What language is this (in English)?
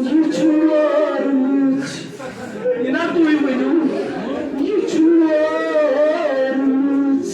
Kashmiri